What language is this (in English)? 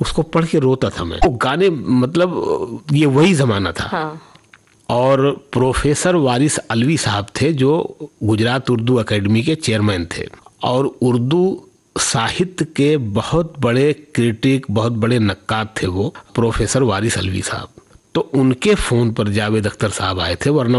Hindi